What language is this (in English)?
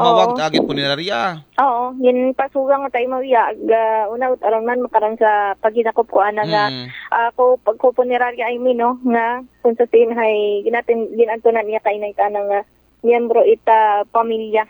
Aklanon